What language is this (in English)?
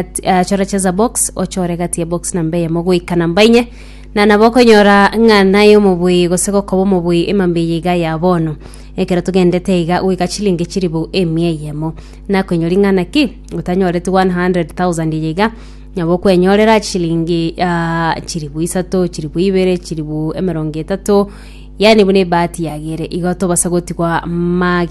Gusii